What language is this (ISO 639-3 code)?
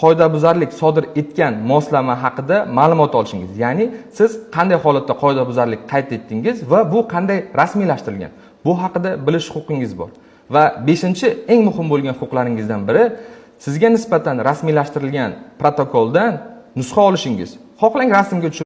uzb